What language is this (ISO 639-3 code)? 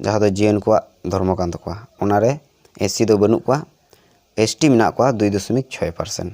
sat